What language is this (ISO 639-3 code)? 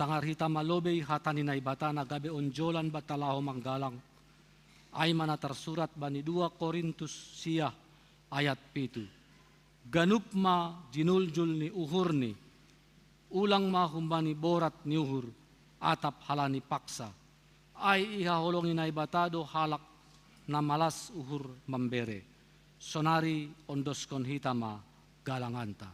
bts